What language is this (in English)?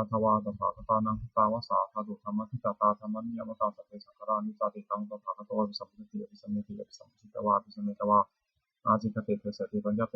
Pali